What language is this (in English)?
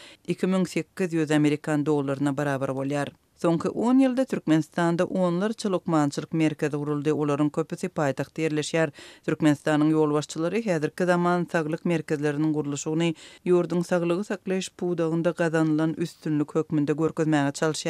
Turkmen